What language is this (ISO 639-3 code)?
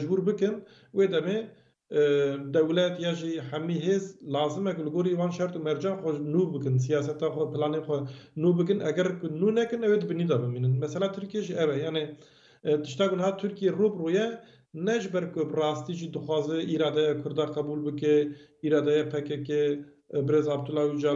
kur